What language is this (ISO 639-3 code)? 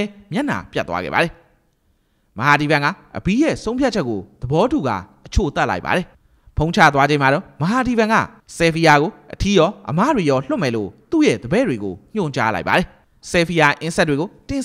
mya